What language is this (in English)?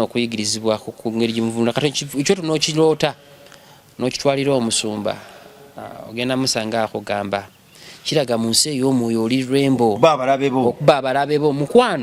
Ganda